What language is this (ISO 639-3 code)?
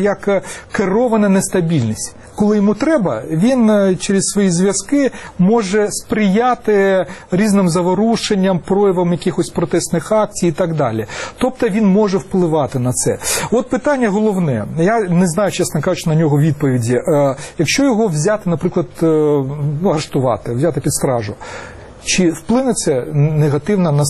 ukr